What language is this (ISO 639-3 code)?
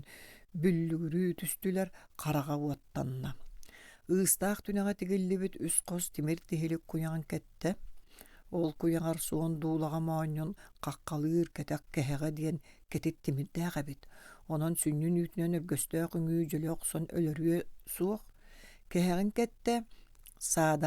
sah